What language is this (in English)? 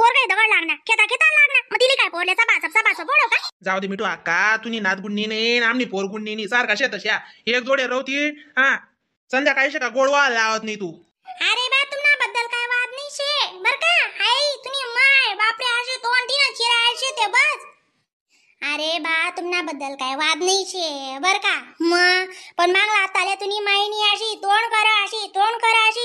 Khandesi